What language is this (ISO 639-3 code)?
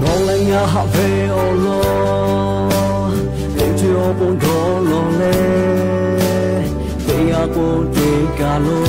lhu